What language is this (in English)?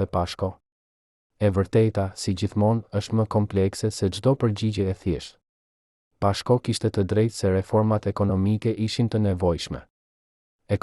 Albanian